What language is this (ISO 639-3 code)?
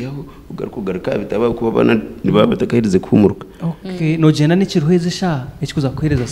nyn